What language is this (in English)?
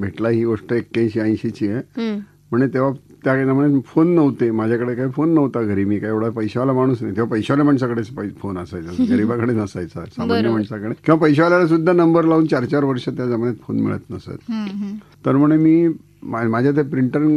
Marathi